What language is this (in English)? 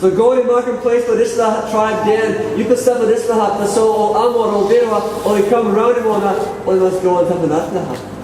Tok Pisin